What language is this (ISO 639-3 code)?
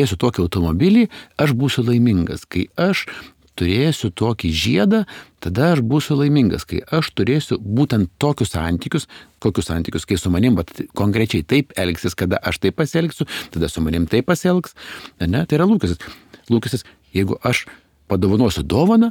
lit